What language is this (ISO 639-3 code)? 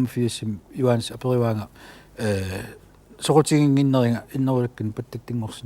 kal